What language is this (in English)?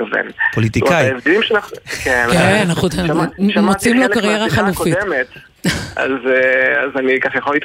Hebrew